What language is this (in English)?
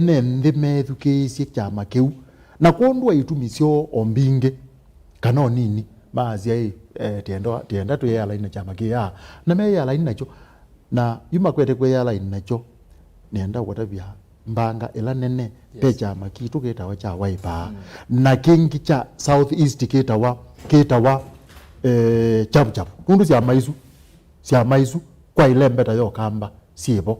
Kamba